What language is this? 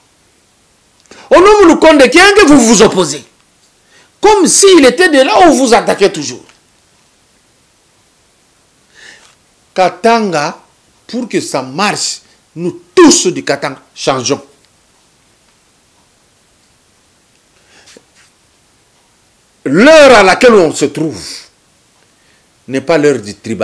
French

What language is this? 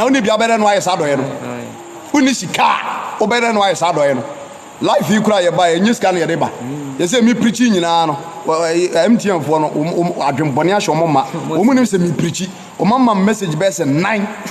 Akan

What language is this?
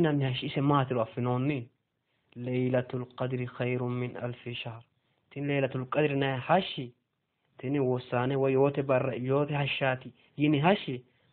Sidamo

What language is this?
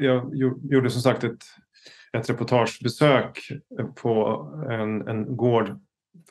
Swedish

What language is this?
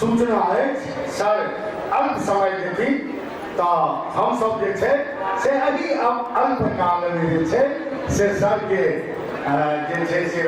Maithili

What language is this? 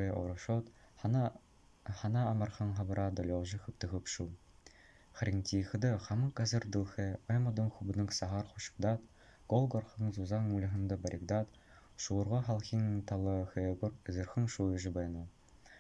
Buriat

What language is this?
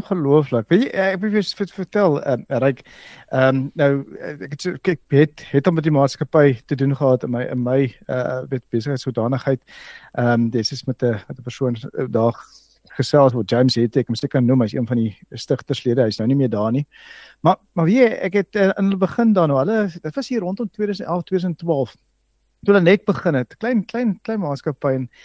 Afrikaans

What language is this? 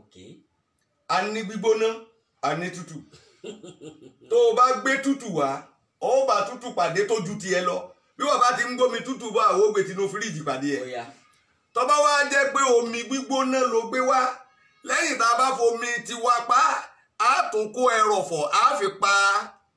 Yoruba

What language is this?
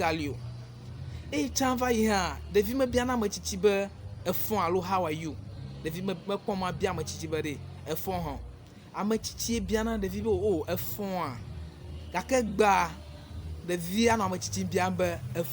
Ewe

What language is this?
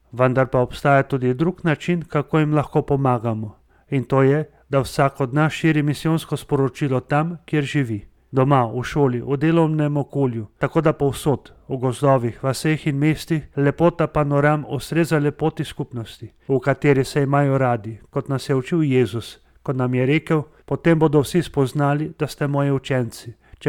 Slovenian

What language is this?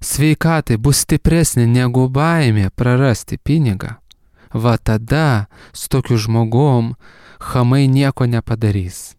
Lithuanian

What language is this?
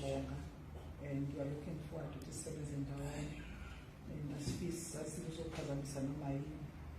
Zulu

